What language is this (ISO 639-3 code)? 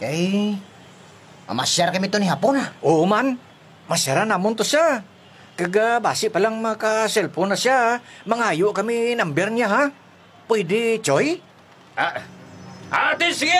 hil